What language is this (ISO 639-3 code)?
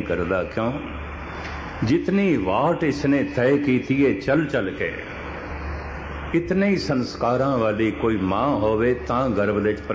pan